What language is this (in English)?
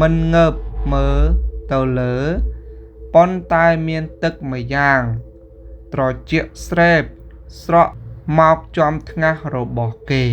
Khmer